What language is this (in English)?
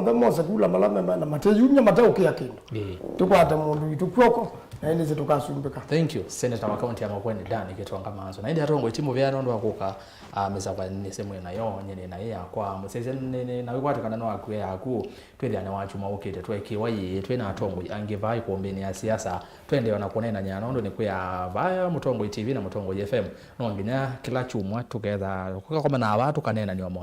Kamba